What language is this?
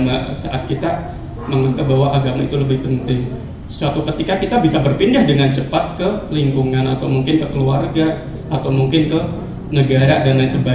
Indonesian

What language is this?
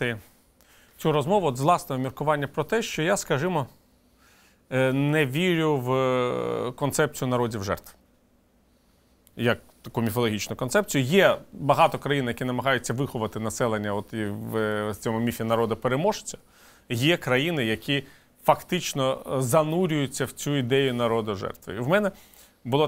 Ukrainian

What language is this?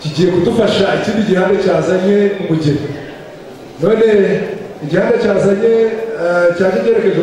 Kinyarwanda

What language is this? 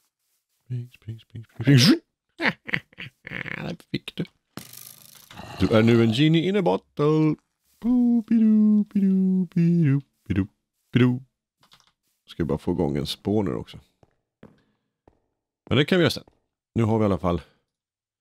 Swedish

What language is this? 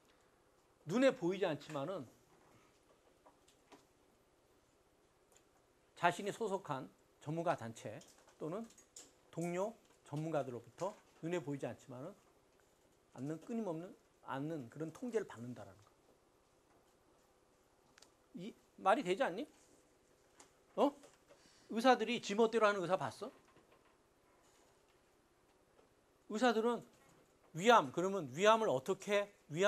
Korean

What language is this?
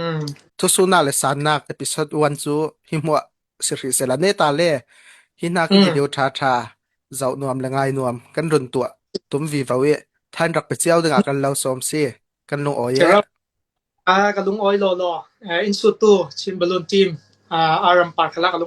Falam Chin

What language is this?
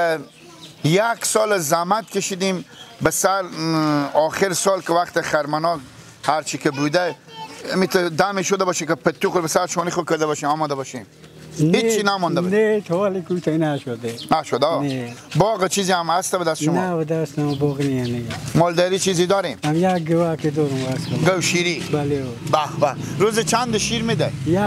Persian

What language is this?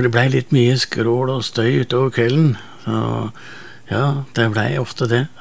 Norwegian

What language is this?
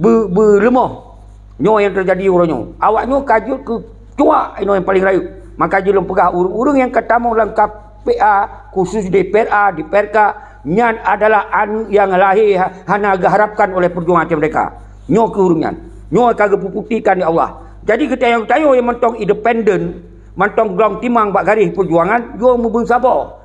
Achinese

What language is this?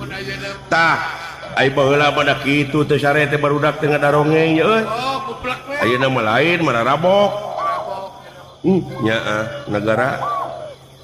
Sundanese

